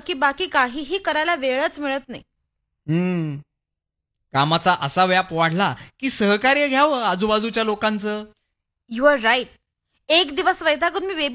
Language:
Marathi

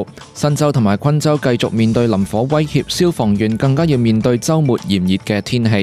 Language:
Cantonese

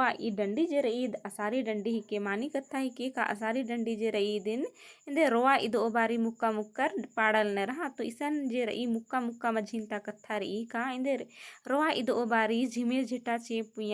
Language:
Kurukh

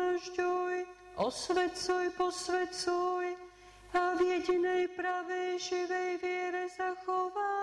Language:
Slovak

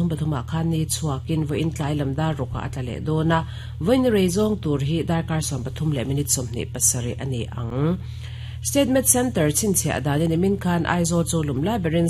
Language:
Mizo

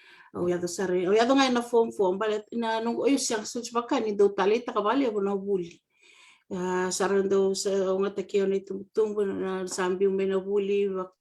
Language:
Fijian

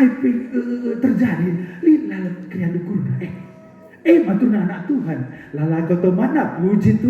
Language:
Batak Karo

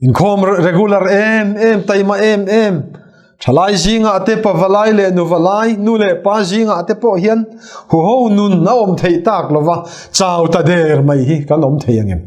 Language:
Mizo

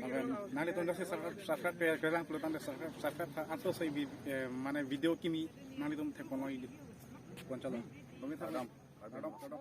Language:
Karbi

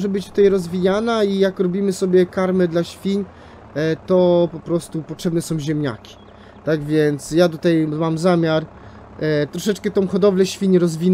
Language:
Polish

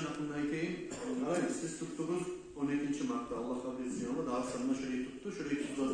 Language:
Kumyk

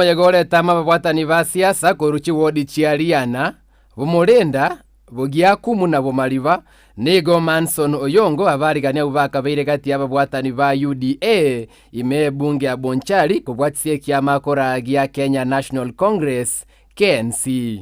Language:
Gusii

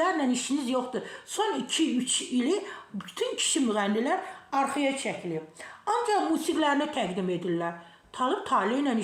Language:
Azerbaijani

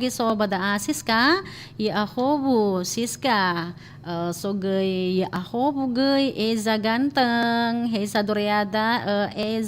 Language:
Nias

